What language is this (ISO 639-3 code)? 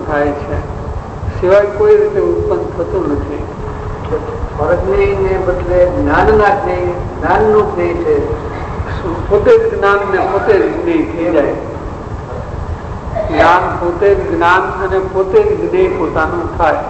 guj